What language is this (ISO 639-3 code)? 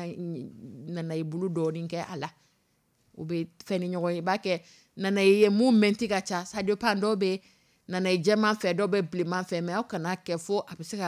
dyu